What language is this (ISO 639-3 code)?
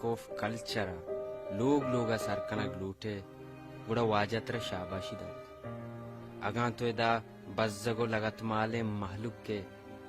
bal